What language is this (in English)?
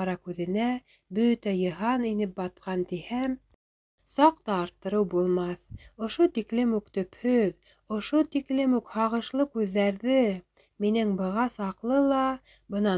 Bashkir